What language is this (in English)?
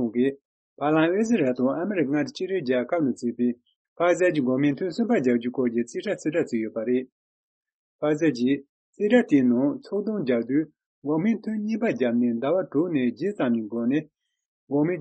Tibetan